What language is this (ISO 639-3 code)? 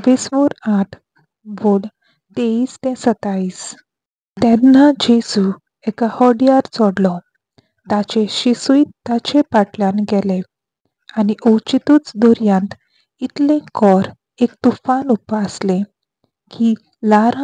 kok